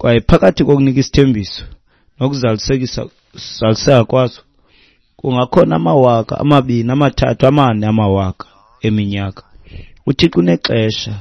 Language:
Xhosa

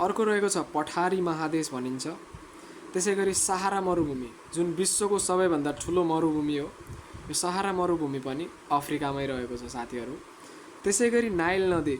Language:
Nepali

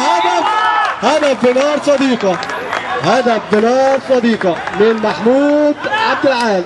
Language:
Egyptian Arabic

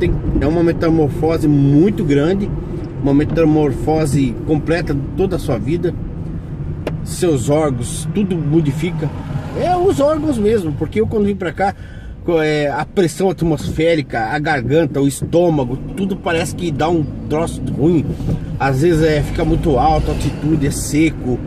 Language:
Portuguese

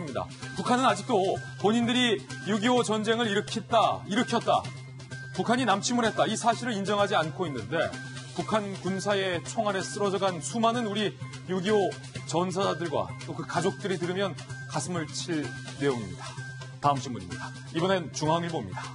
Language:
Korean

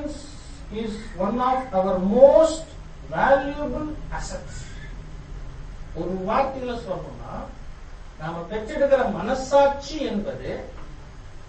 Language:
Tamil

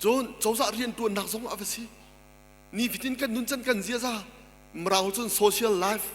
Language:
Hakha Chin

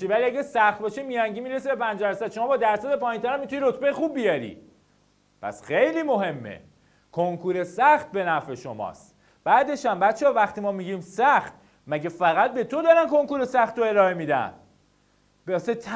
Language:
Persian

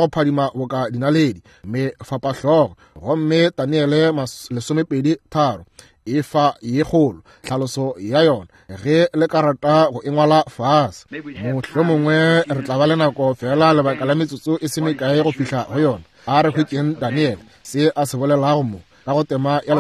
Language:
Northern Sotho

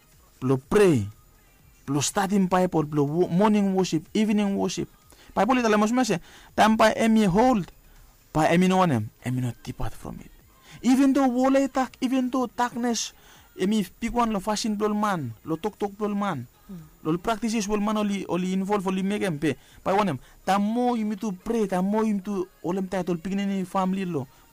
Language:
Bislama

